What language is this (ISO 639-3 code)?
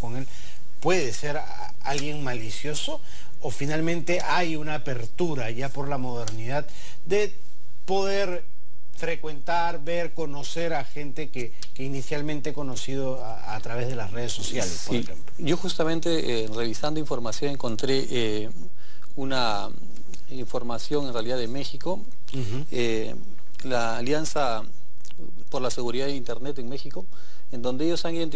spa